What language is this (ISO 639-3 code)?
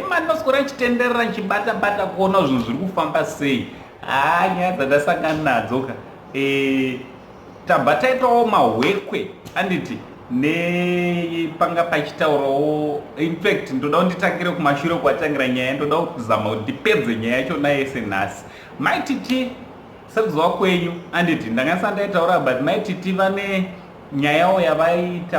sna